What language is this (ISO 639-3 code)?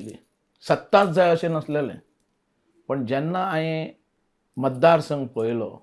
kok